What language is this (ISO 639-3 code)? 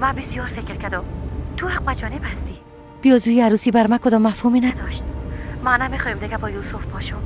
fas